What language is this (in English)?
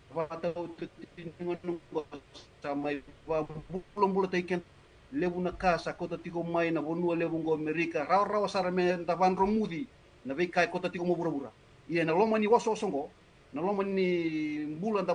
Fijian